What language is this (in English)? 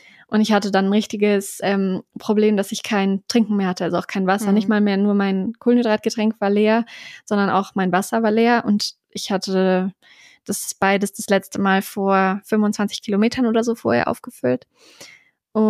German